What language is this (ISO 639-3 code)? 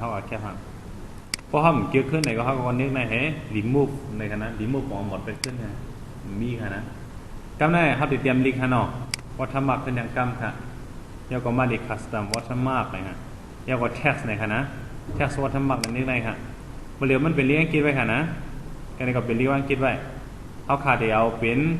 shn